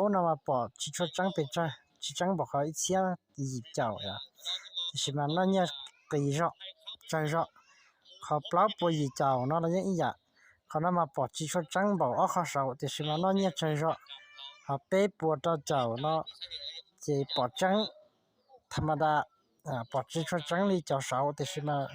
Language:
Hmong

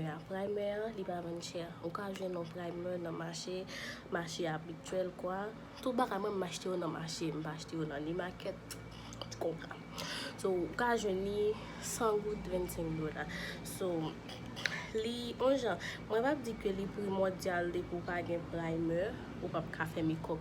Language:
Haitian Creole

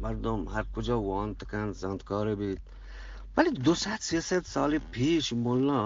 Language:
Eastern Balochi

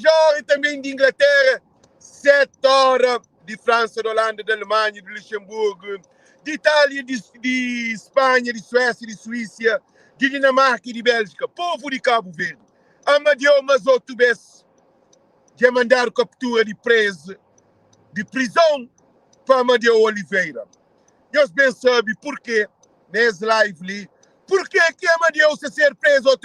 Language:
Kabuverdianu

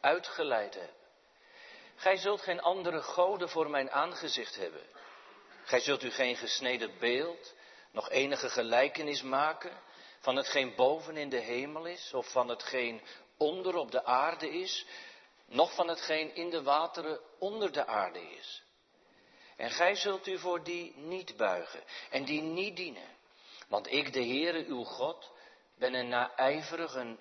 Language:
Dutch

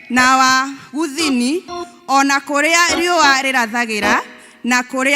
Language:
Kikuyu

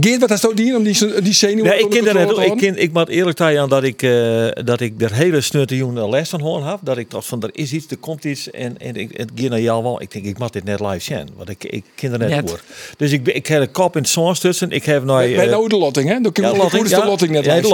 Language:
Western Frisian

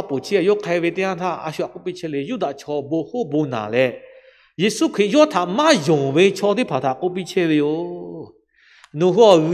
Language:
Lahu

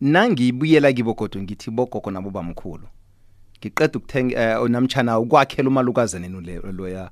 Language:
South Ndebele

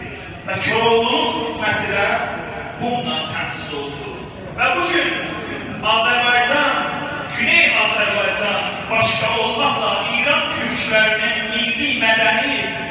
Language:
South Azerbaijani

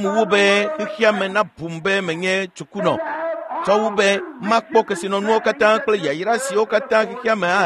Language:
Ewe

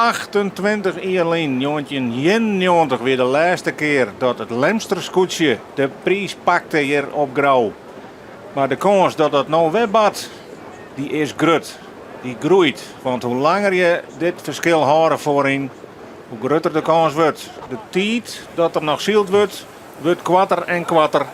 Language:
Western Frisian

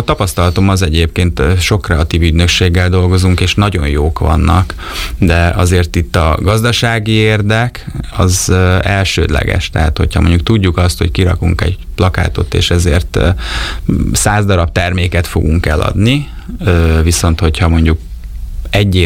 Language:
Hungarian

